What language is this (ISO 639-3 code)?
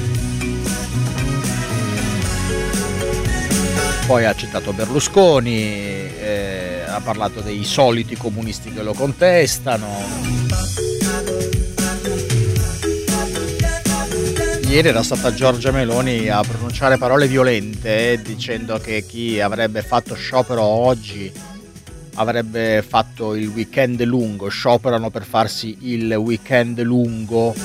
ita